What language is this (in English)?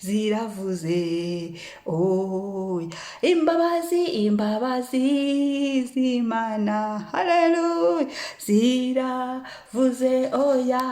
Kinyarwanda